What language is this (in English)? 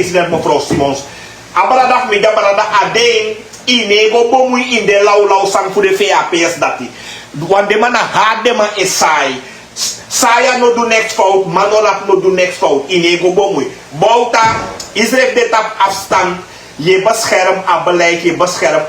Sranan Tongo